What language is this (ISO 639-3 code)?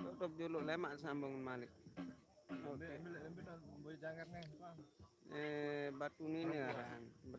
sas